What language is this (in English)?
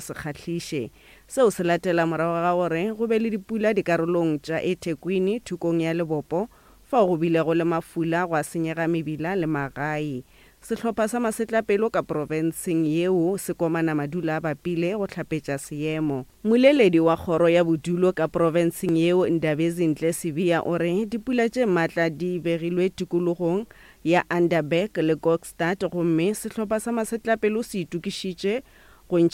Northern Sotho